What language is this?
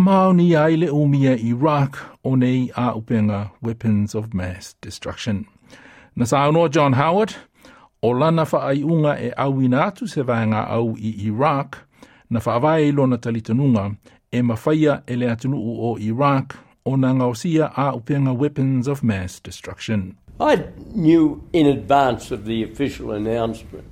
Samoan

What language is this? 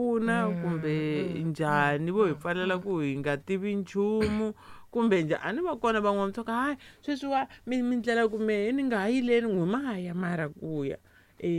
Tsonga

